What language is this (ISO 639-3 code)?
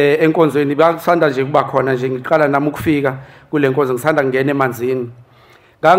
zul